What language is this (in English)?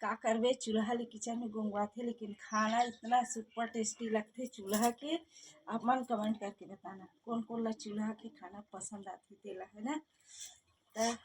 Chhattisgarhi